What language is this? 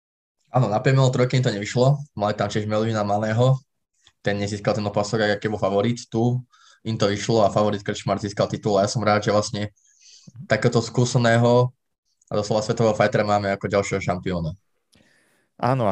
Slovak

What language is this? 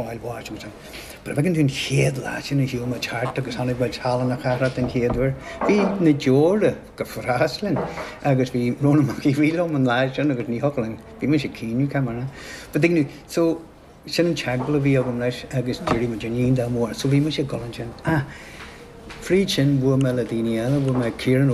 Irish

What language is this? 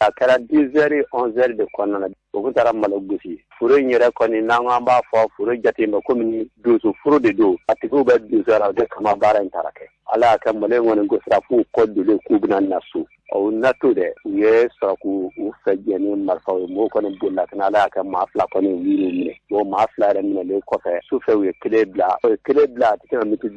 Bambara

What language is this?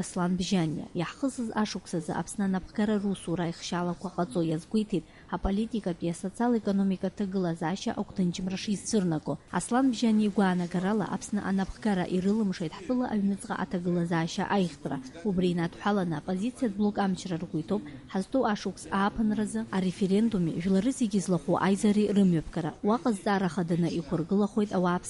Abkhazian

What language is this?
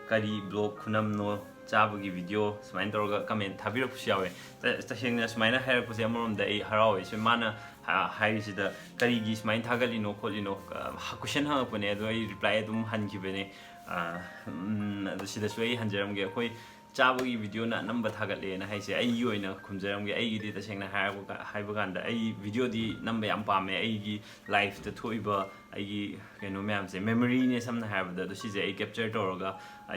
Manipuri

